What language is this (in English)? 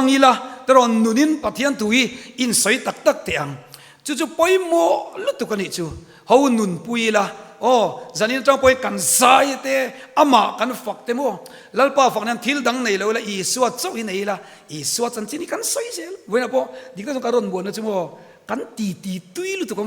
Mizo